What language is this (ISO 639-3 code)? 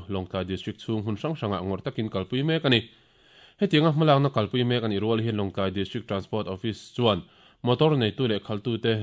lus